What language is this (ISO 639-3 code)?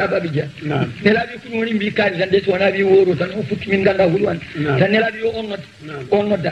ful